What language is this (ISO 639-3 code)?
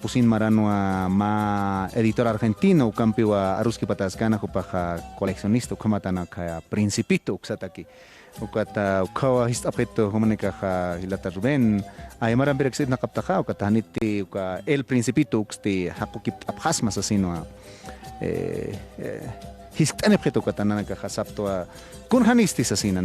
aym